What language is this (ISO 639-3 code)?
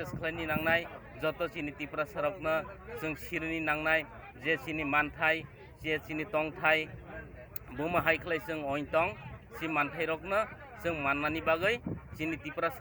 trp